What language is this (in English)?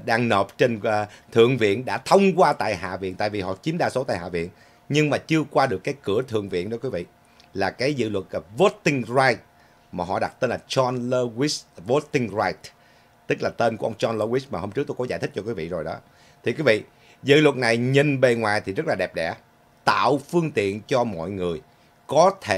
Vietnamese